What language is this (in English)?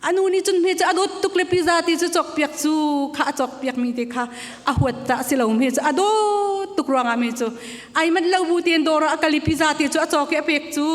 Hakha Chin